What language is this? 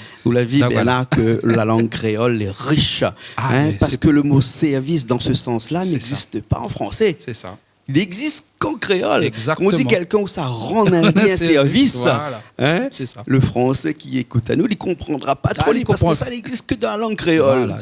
Réunion Creole French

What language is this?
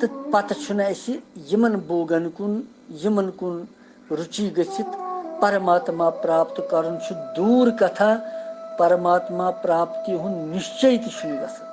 Kashmiri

